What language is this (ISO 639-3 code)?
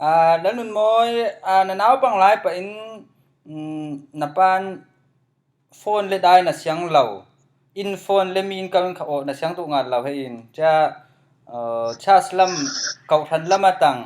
cfm